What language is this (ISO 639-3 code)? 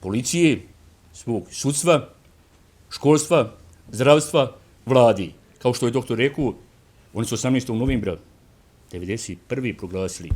bos